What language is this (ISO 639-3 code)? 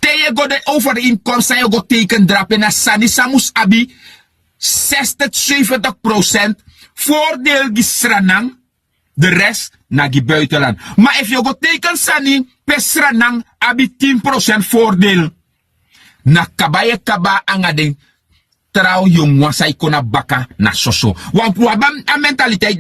srn